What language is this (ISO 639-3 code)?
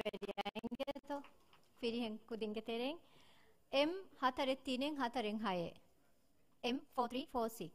div